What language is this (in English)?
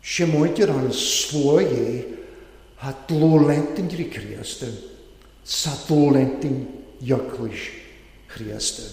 Welsh